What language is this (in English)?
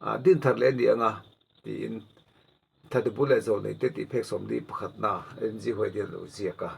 Mizo